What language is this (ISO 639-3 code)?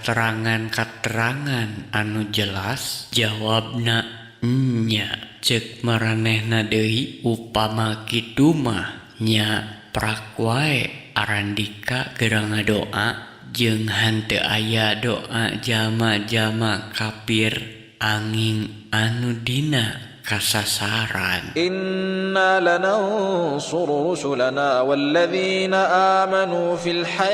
sun